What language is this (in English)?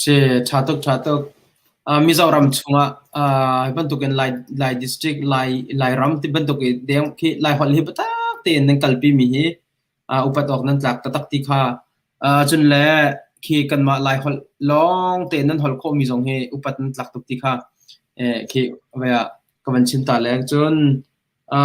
Hakha Chin